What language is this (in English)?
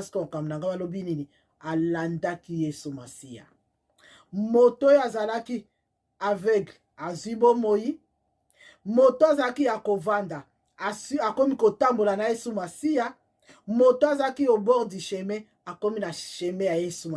Lingala